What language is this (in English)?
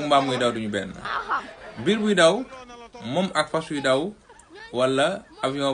Wolof